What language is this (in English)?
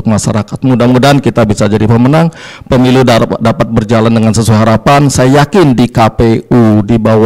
Indonesian